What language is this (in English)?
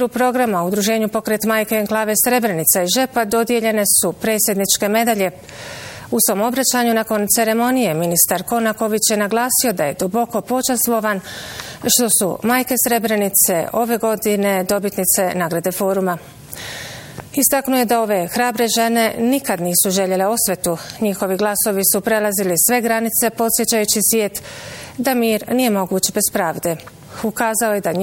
Bosnian